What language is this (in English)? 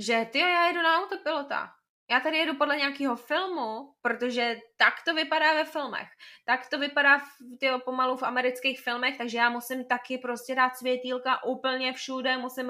Czech